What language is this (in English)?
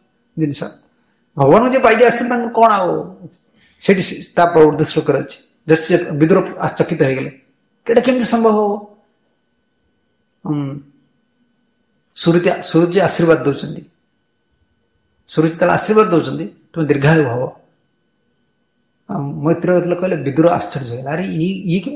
Odia